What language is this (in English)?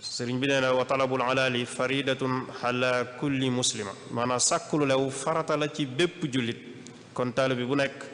Wolof